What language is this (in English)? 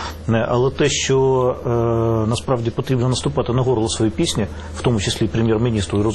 Ukrainian